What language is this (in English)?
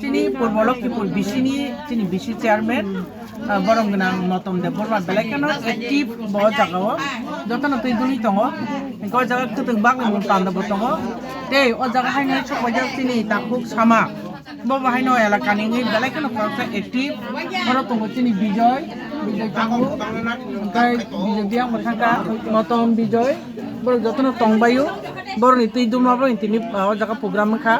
Kok Borok